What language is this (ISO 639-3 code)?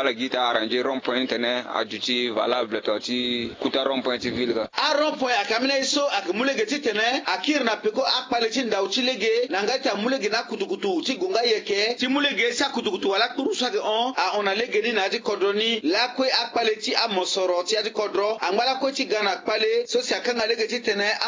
sag